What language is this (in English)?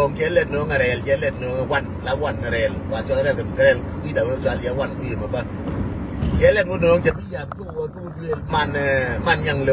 Nuer